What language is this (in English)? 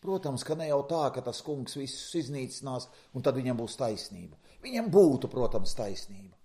Latvian